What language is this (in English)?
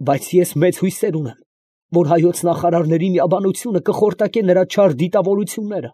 Armenian